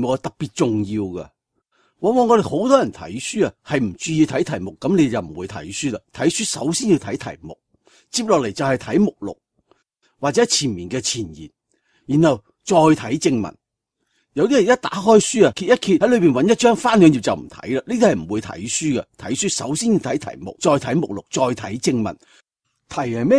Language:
Cantonese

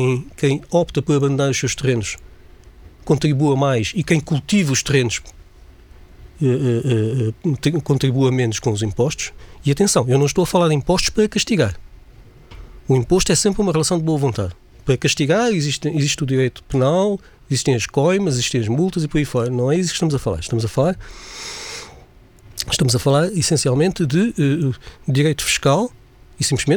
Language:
Portuguese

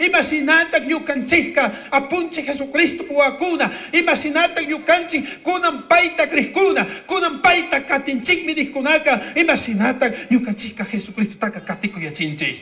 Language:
Chimborazo Highland Quichua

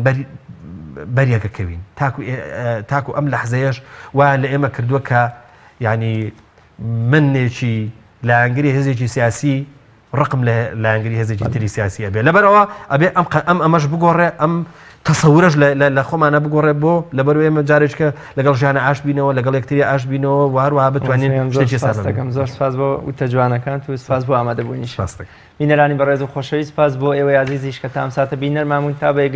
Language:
Central Kurdish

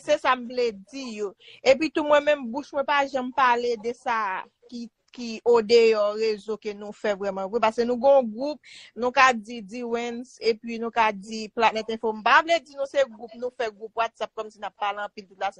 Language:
Haitian Creole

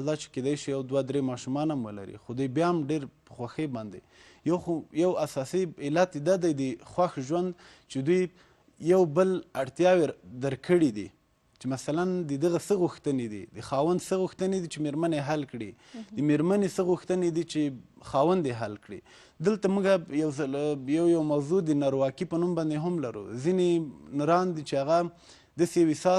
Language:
Pashto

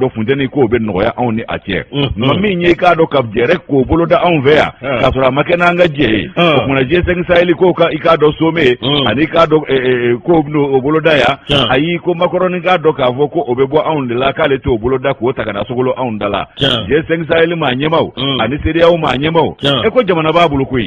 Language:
Bambara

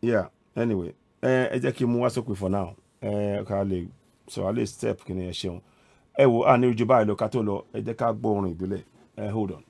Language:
Yoruba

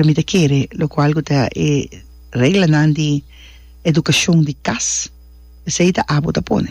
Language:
Papiamento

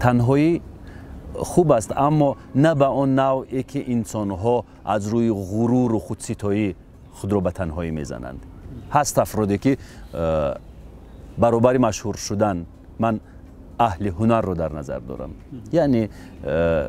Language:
Tajik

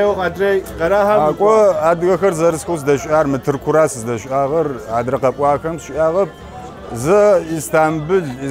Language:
Kabardian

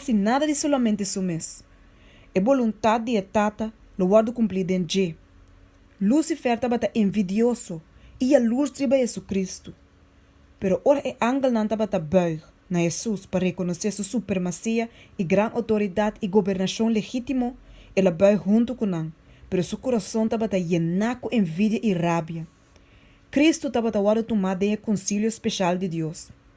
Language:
Papiamento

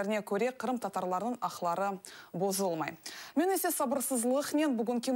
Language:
Crimean Tatar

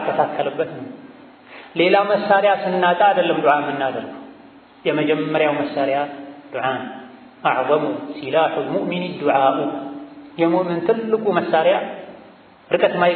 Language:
Amharic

